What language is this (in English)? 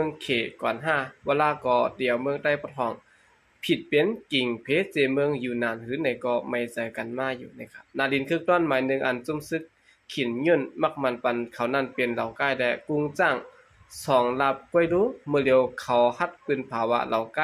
Shan